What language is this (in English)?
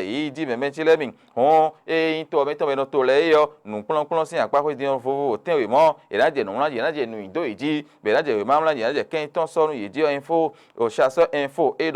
Fon